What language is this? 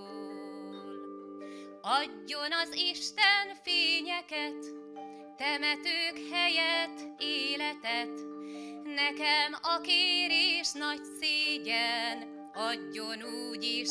Hungarian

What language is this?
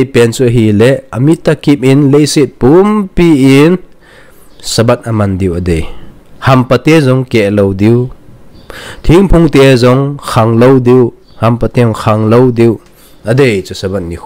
Thado Chin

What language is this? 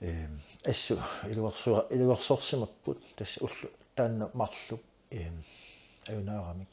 Kalaallisut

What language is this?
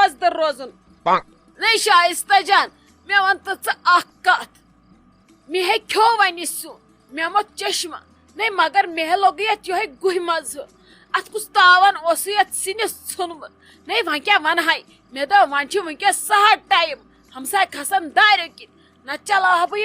Kashmiri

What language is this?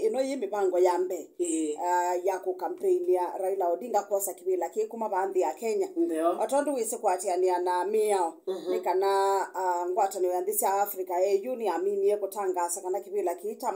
Kamba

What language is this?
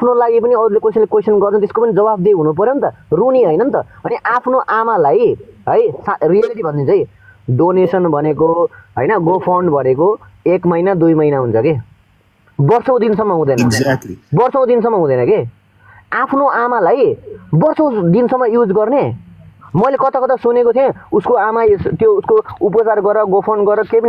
Nepali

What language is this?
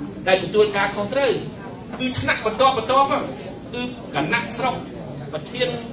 Khmer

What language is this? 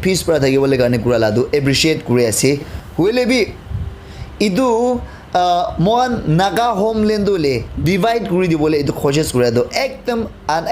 Naga Pidgin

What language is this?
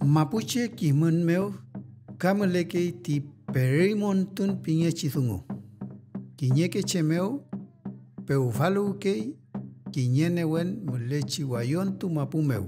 Mapuche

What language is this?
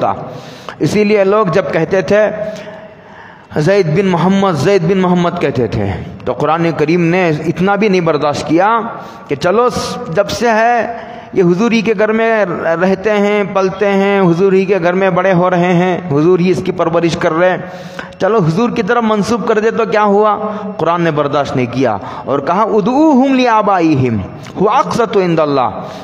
Urdu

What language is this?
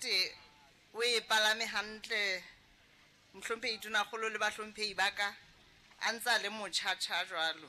Southern Sotho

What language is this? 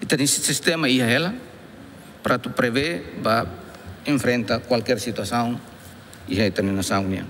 Tetum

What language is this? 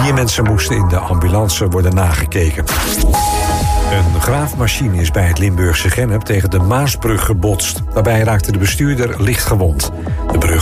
Dutch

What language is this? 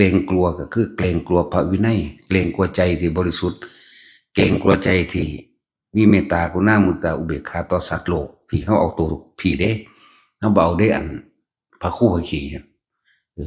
Northeastern Thai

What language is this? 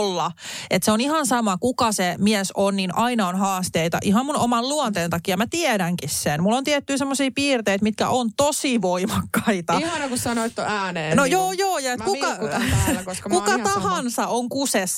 Finnish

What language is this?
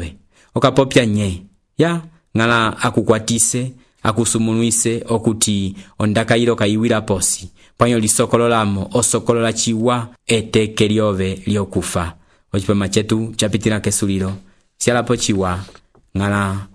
Umbundu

